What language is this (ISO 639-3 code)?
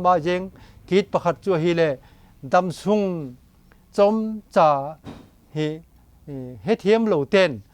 vap